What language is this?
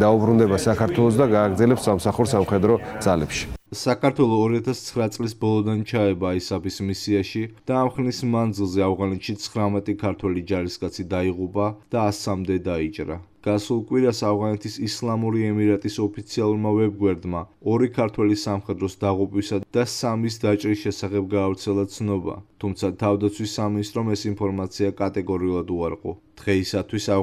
Georgian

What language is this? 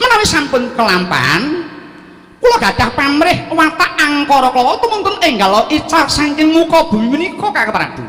Javanese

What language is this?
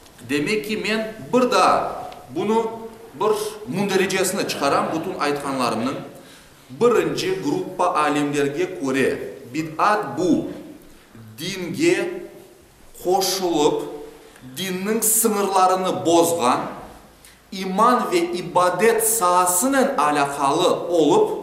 Crimean Tatar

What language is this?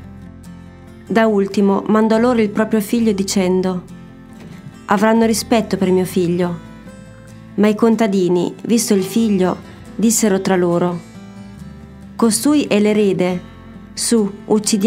Italian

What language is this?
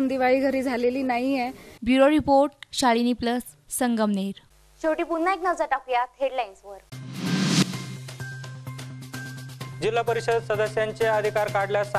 Marathi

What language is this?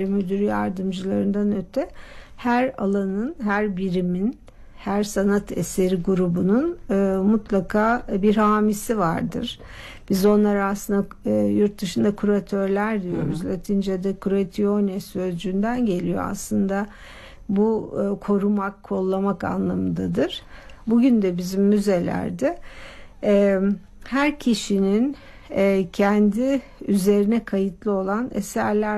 Turkish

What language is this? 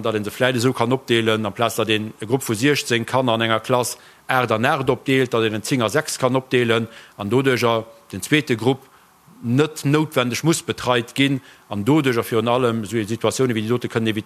Luxembourgish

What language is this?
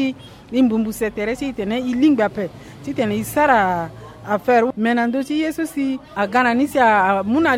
Sango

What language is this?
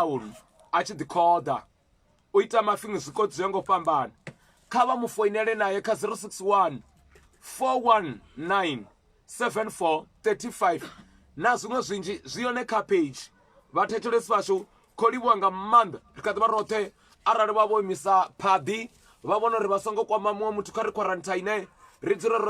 Venda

